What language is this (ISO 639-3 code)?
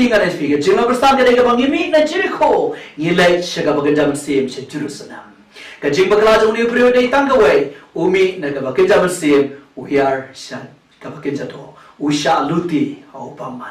kha